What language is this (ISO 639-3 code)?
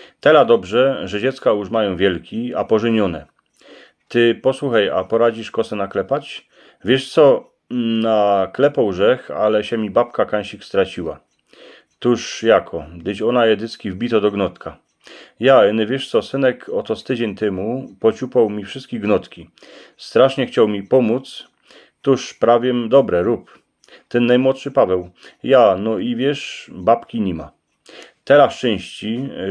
szl